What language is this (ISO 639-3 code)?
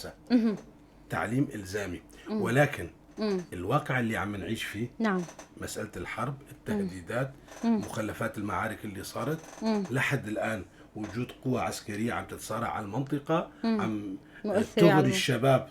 apc